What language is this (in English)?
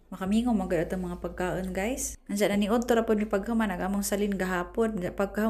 Cebuano